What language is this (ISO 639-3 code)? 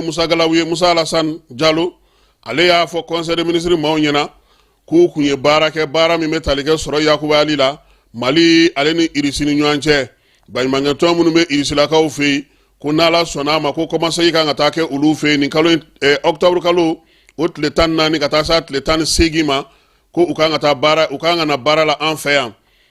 bam